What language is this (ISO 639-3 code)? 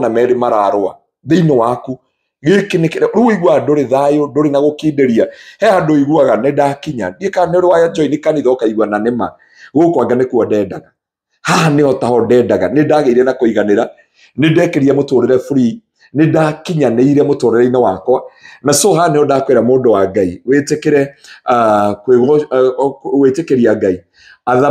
kik